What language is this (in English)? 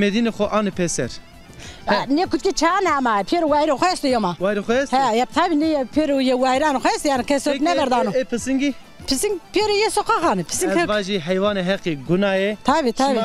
Zaza